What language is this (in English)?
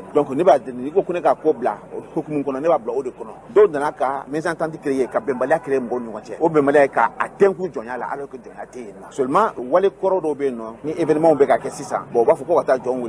Bambara